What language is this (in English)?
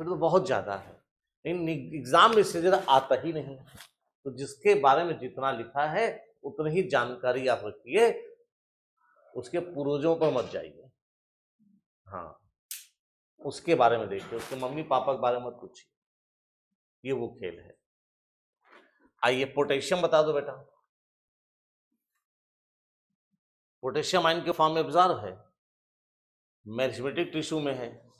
Hindi